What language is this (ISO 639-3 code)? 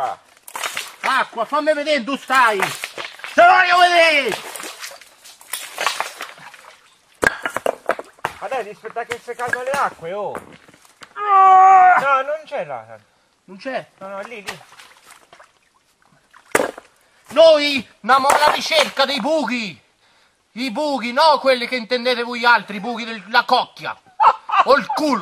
ita